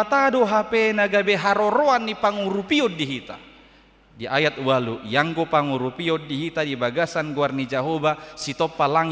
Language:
Batak Toba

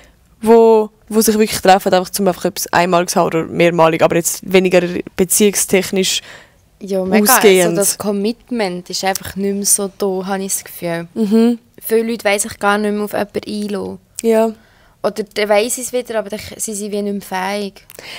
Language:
Swiss German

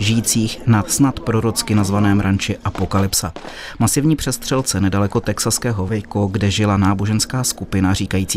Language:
Czech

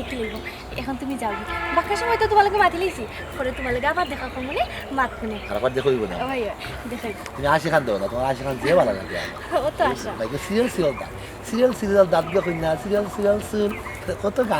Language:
Sylheti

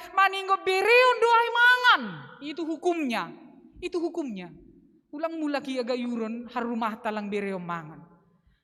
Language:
Batak Simalungun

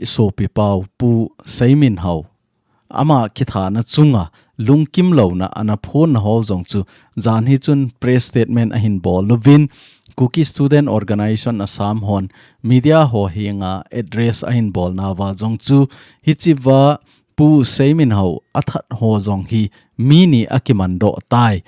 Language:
Thado Chin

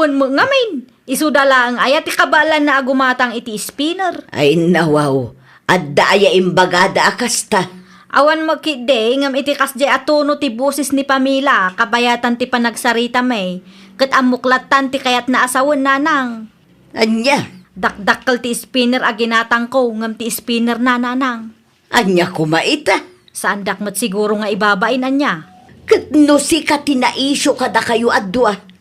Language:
Iloko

